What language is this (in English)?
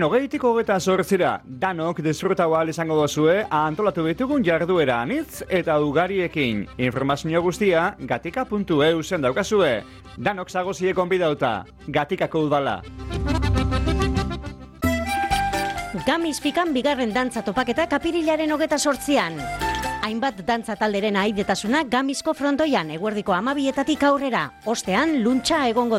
Basque